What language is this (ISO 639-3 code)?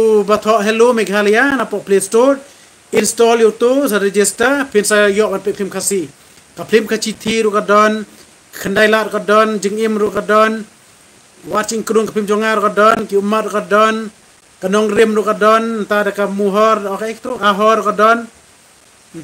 kha